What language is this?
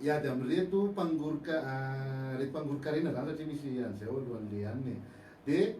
Malagasy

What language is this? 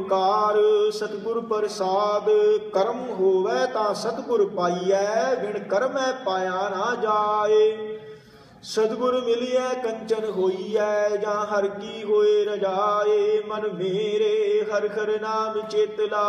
Punjabi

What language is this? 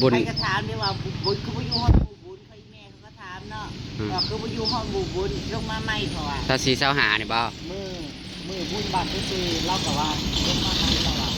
Northeastern Thai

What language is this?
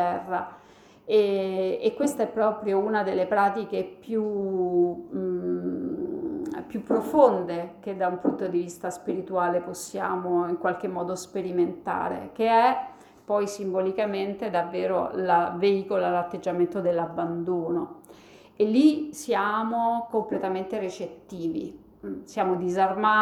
Italian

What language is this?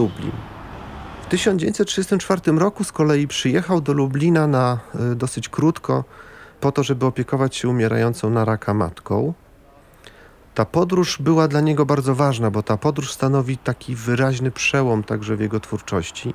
Polish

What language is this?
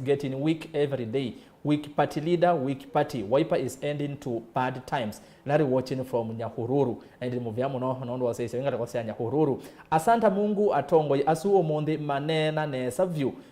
Kamba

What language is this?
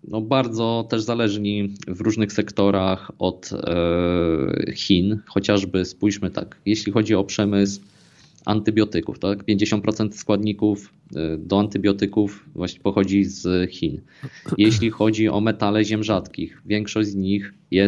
Polish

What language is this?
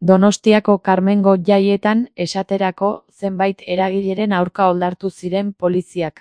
Basque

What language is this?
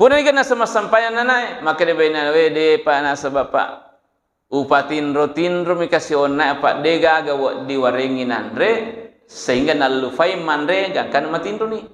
Buginese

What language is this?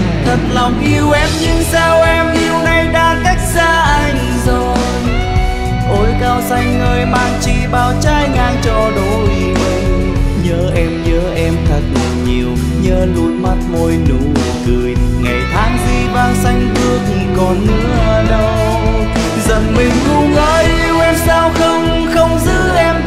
Vietnamese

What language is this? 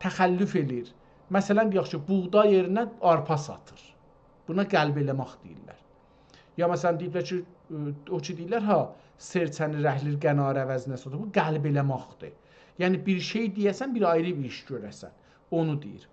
South Azerbaijani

